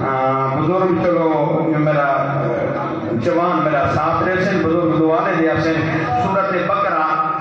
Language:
Saraiki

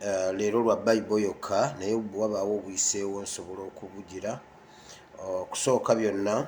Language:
Ganda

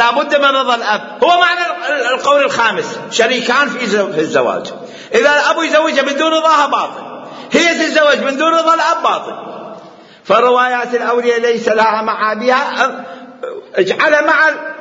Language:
Mesopotamian Arabic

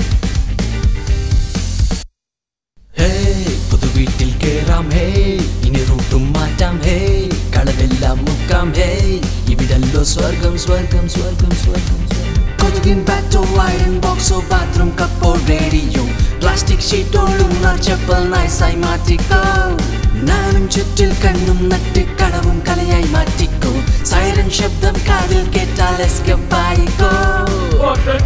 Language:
Malayalam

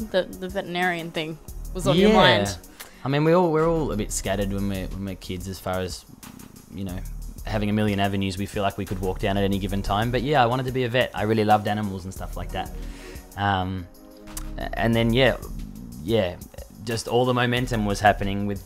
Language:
English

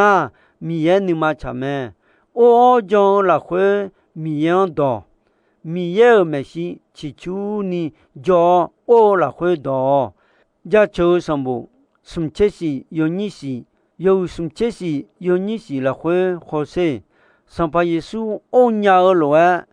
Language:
Akha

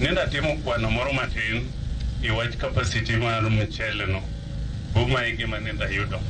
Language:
Luo (Kenya and Tanzania)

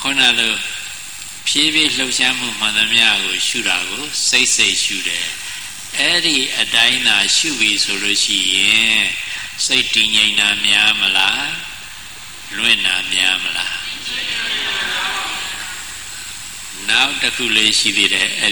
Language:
Burmese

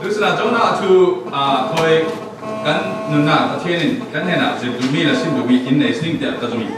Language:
Falam Chin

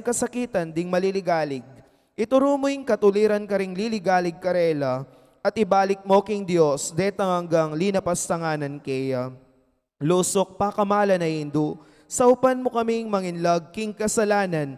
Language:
Pampanga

